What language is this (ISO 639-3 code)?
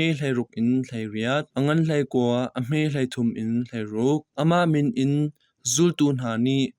cnh